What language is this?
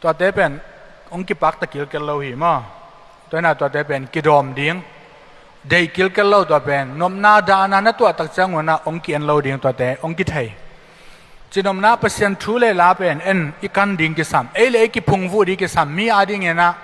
Tedim Chin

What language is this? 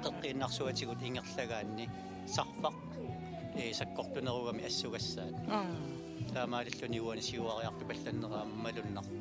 Kalaallisut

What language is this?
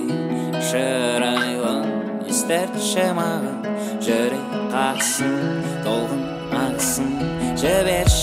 Kazakh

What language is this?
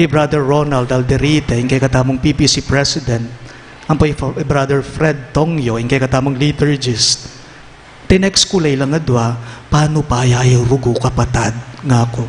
Pampanga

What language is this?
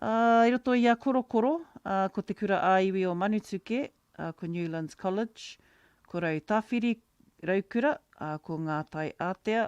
Māori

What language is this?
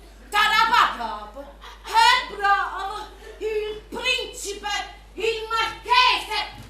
Neapolitan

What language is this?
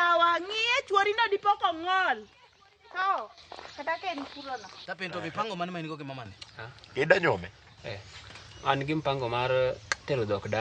Luo (Kenya and Tanzania)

